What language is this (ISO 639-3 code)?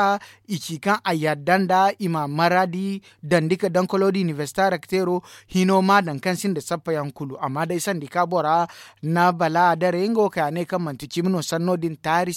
dje